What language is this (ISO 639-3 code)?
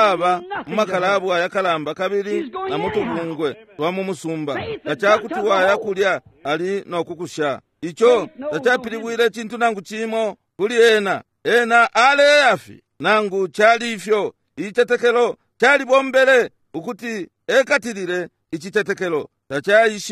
bem